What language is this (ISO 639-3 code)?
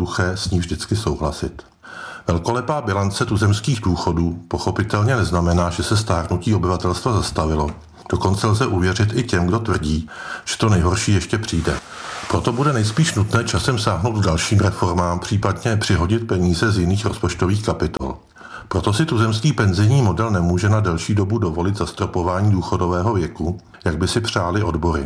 ces